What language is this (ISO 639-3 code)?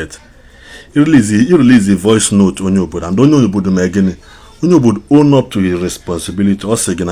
ibo